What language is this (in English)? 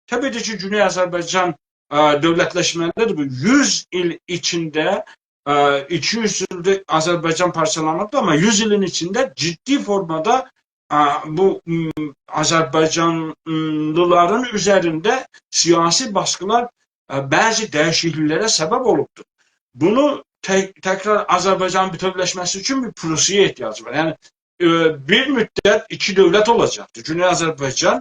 South Azerbaijani